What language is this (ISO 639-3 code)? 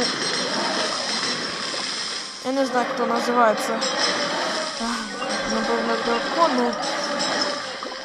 ukr